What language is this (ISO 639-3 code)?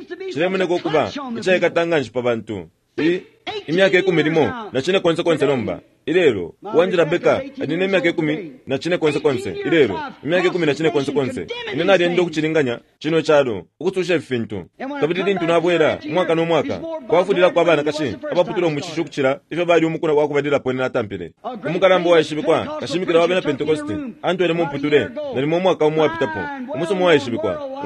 bem